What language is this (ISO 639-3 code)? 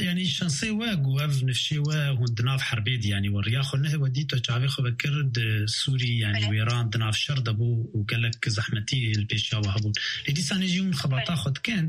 kur